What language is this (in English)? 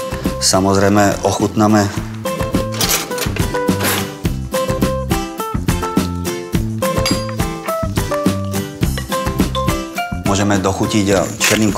Slovak